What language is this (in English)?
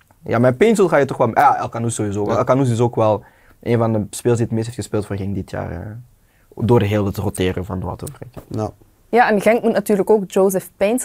Dutch